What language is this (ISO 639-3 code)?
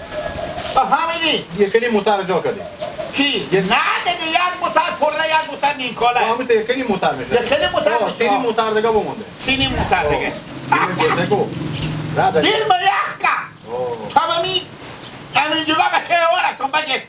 haz